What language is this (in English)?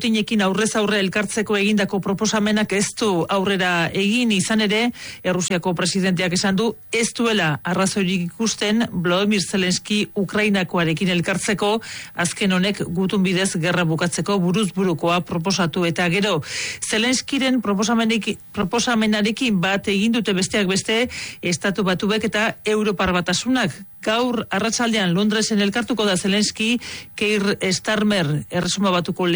Basque